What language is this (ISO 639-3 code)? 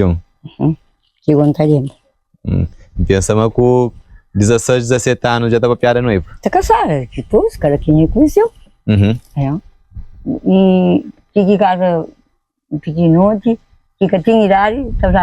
kea